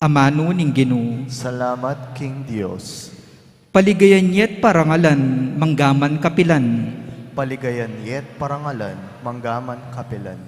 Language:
Pampanga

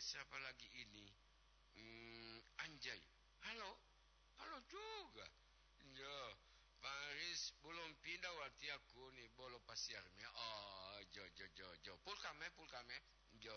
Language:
Gorontalo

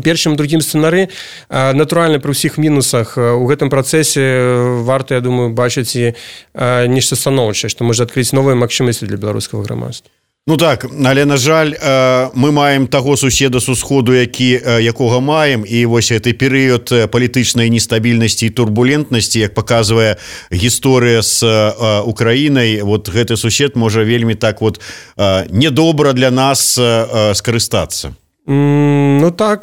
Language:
Belarusian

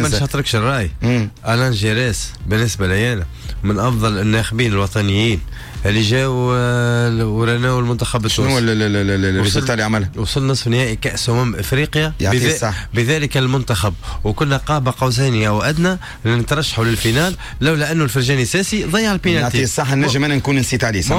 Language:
Tunisian Arabic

